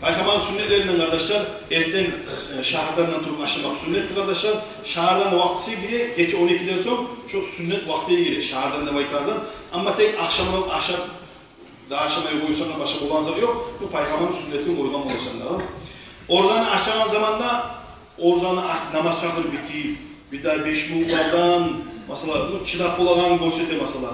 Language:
Kumyk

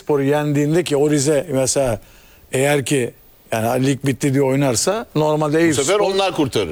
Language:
Turkish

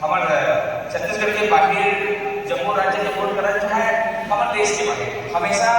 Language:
Chhattisgarhi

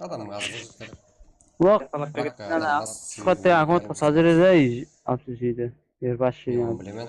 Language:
Kara-Kalpak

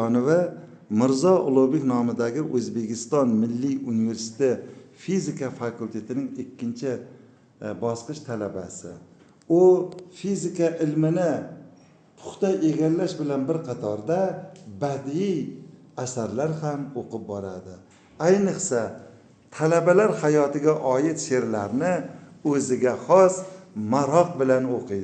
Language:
Uzbek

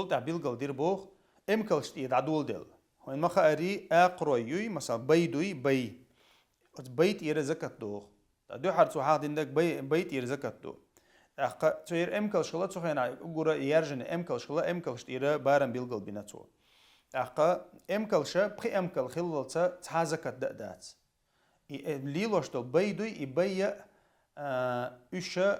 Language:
Chechen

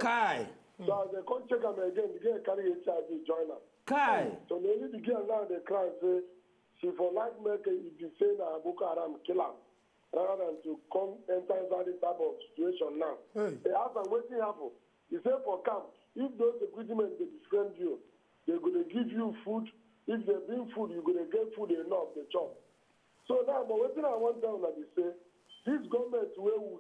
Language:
Nigerian Pidgin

